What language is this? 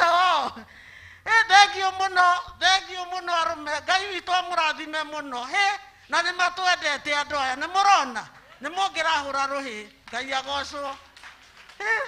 Kikuyu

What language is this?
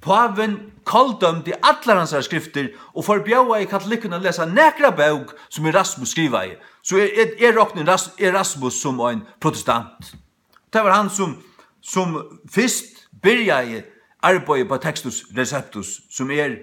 Faroese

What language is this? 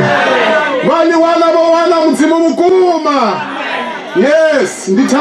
Venda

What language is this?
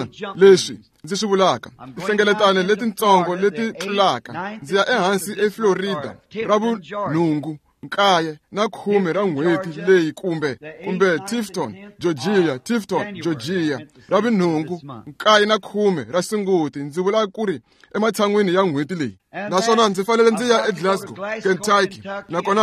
Tsonga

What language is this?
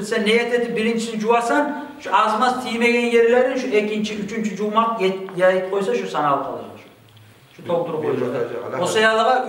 Kumyk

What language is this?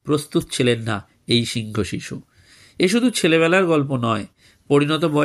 Bangla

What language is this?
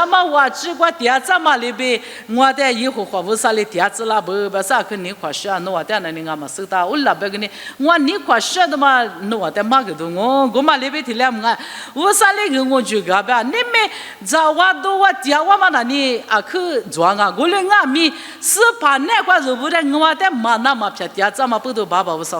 Lisu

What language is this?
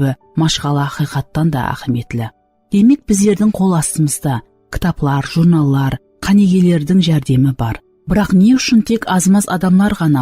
Kara-Kalpak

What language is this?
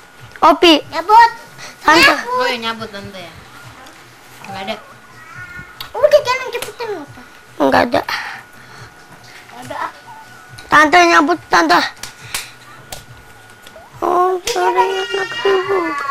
Indonesian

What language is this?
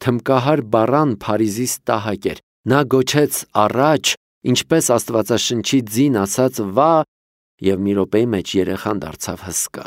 Armenian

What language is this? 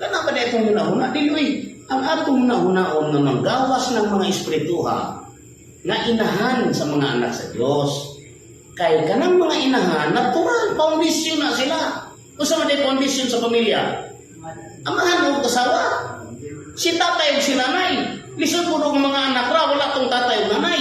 Cebuano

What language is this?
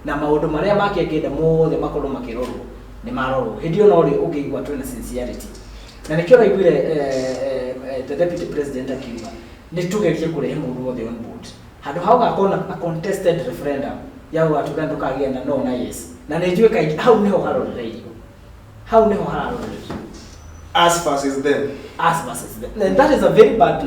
Kikuyu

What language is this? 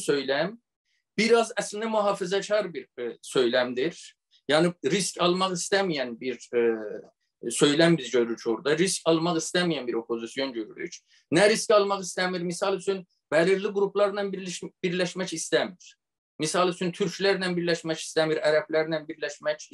South Azerbaijani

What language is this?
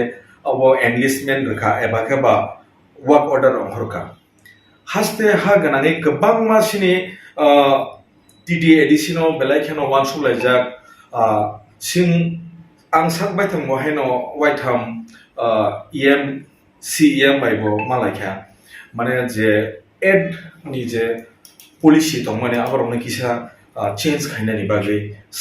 Kok Borok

